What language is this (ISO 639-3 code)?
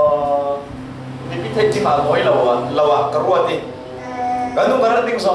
cfm